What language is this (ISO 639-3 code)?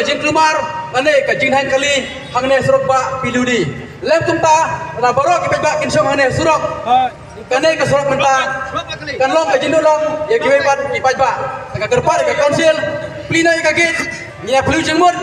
kha